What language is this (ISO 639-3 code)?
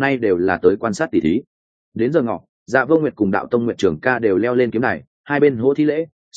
vie